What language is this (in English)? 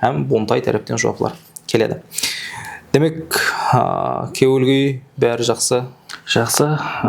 Kara-Kalpak